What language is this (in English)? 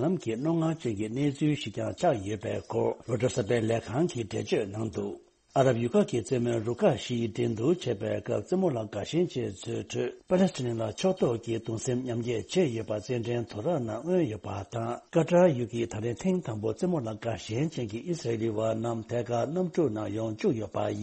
Tibetan